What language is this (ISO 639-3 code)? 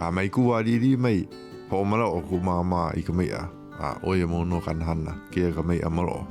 haw